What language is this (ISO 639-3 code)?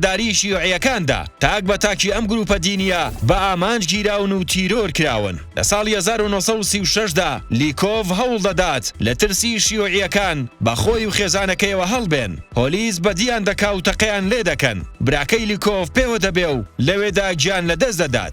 ckb